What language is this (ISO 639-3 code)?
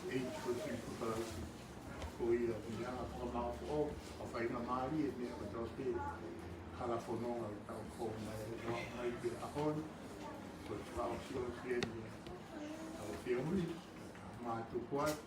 ton